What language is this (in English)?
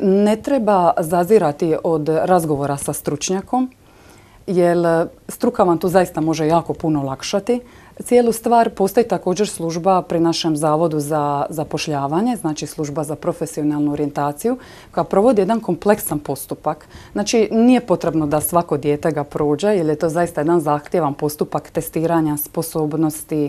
Croatian